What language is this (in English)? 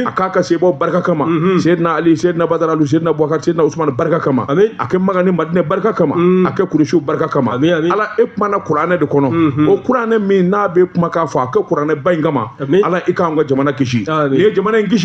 Bambara